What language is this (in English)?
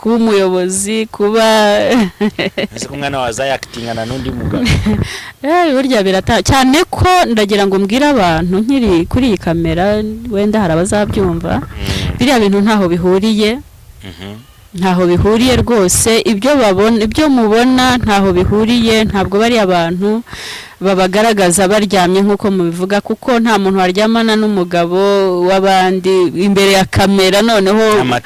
Kinyarwanda